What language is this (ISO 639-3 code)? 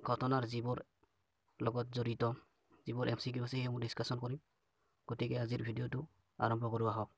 asm